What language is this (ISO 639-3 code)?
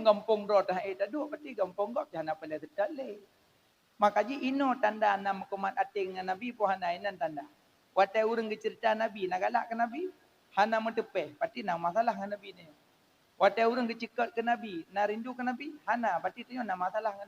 ace